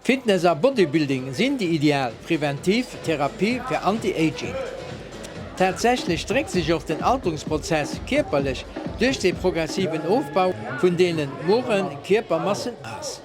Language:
Luxembourgish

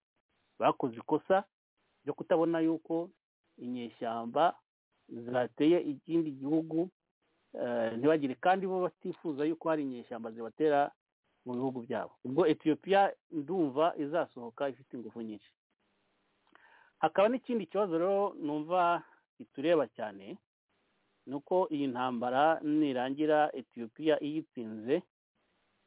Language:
Kinyarwanda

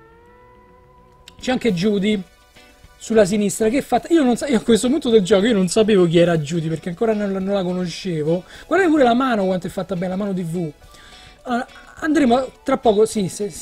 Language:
Italian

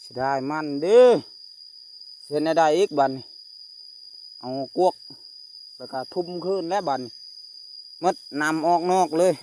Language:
Lao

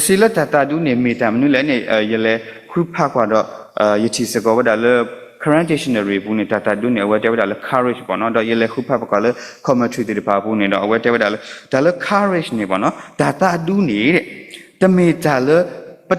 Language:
S'gaw Karen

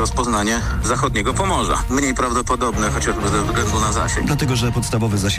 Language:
Polish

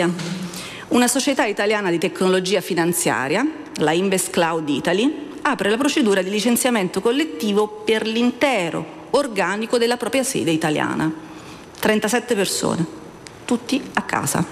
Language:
Italian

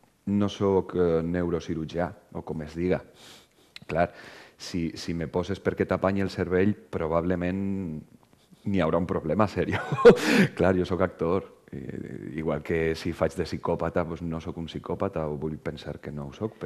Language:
Catalan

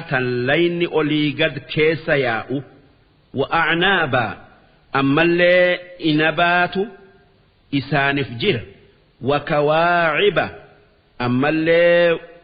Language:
Oromo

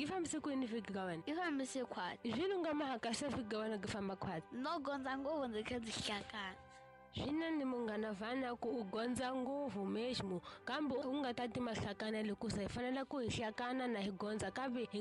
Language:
Tsonga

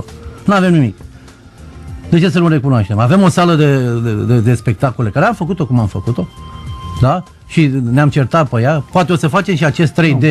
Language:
Romanian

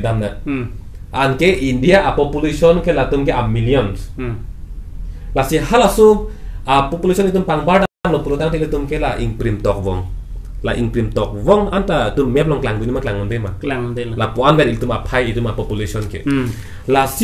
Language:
Karbi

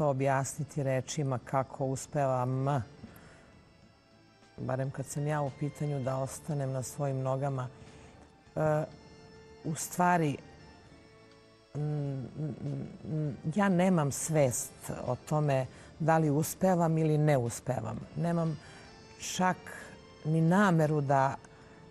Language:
Serbian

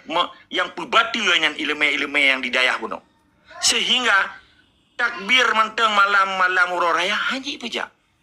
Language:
Achinese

